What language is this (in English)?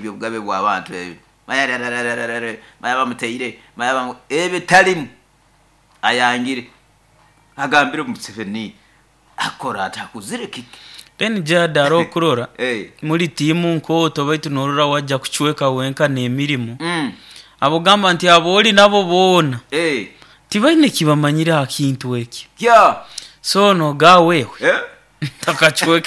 Nyoro